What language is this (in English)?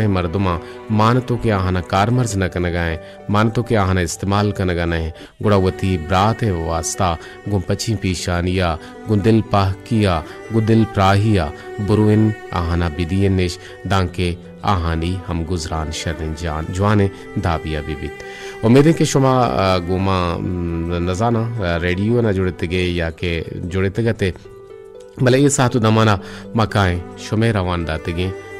Baluchi